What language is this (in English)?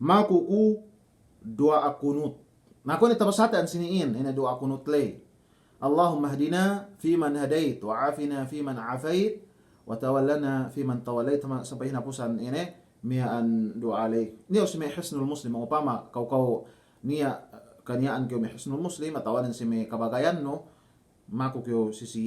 Yakan